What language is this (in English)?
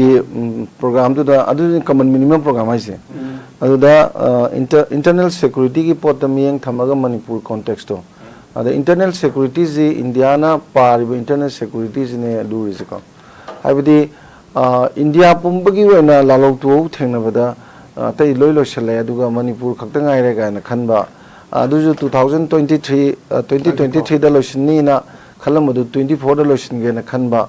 Manipuri